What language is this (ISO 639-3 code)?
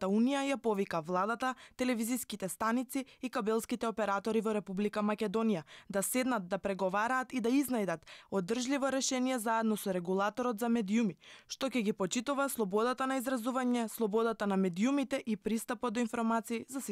mkd